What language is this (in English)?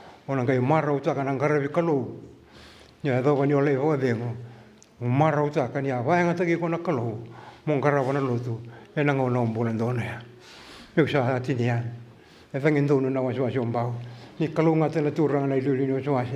Fijian